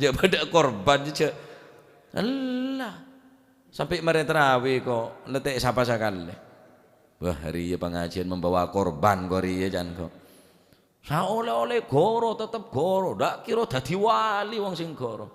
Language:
Madurese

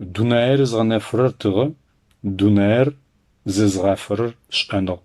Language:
Adyghe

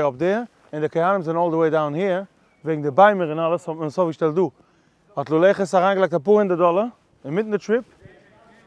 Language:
Yiddish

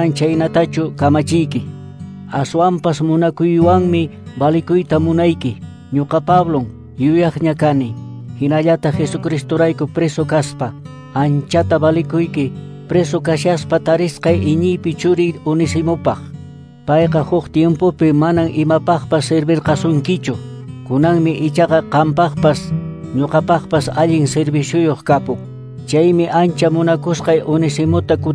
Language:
Quechua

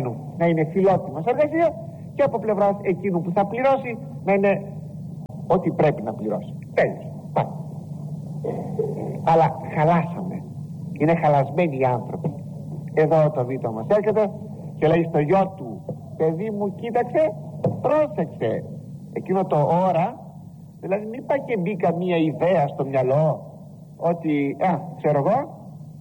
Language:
Greek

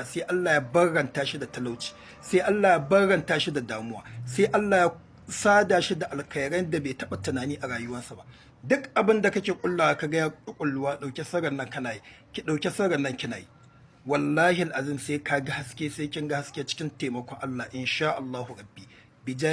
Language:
Hausa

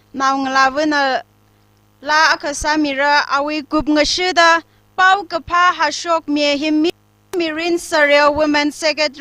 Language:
Tangkhul Naga (India)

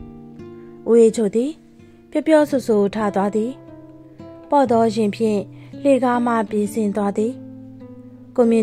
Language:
Burmese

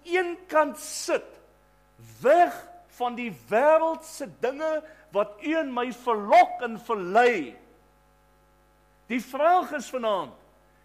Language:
Afrikaans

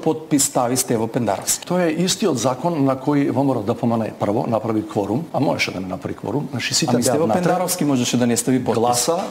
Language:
Macedonian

